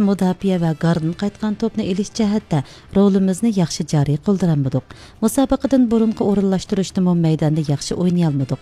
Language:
Uyghur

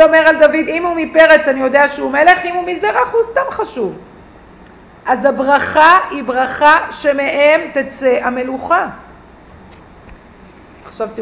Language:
Hebrew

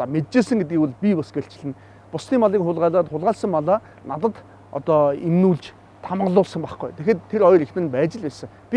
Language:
Mongolian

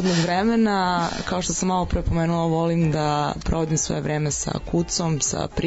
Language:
Serbian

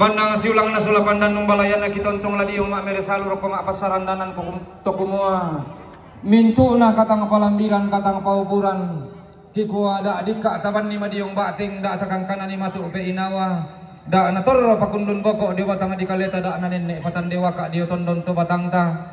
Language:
Toraja-Sa'dan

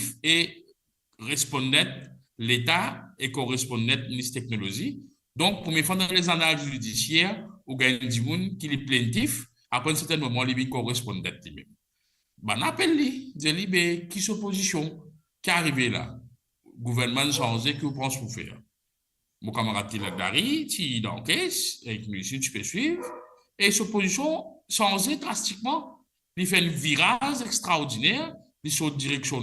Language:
Morisyen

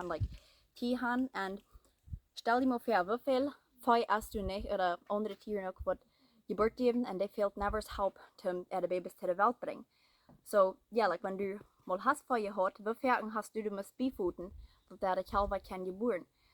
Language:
Plautdietsch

